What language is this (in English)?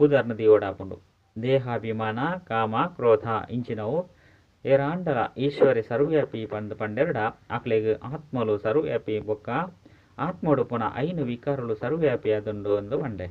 Tulu